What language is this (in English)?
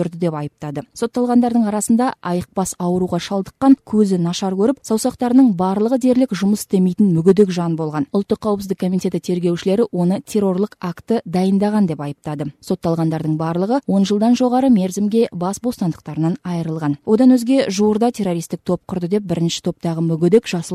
Kazakh